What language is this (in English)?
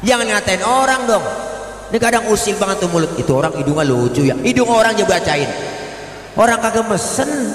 Betawi